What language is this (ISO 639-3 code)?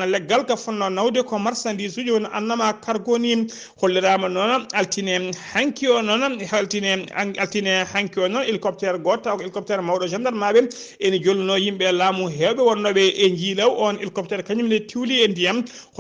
ful